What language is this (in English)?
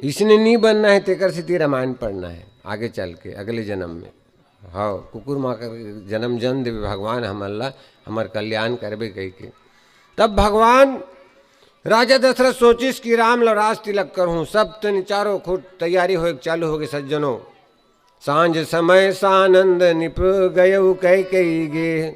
Chhattisgarhi